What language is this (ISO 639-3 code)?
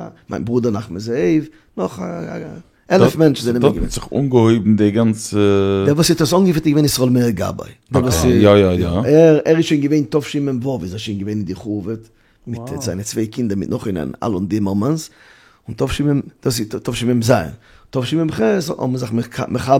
yid